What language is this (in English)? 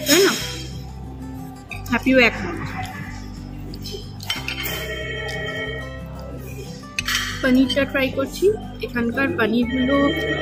Bangla